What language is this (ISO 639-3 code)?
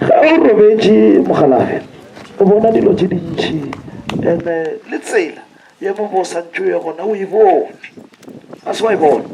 nso